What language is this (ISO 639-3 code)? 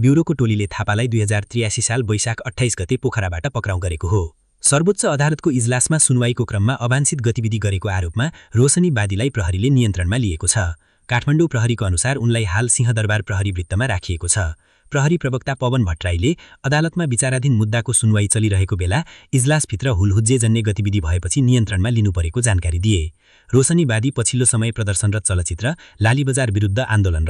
nep